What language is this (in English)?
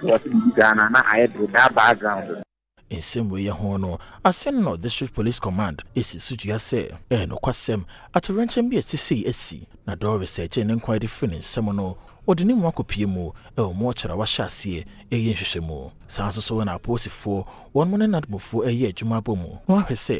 Akan